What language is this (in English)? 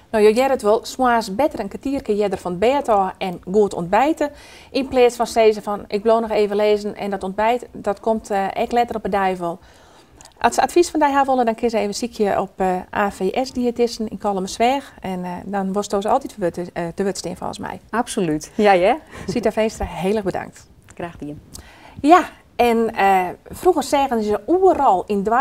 Western Frisian